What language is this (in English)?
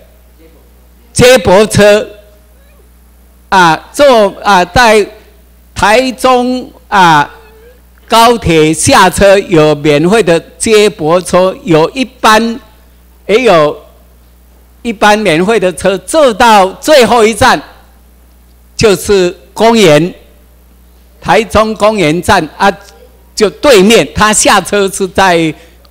Chinese